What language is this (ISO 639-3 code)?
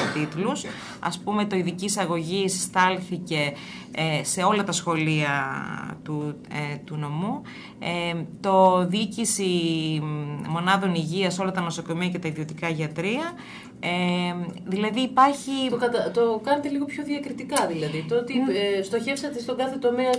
ell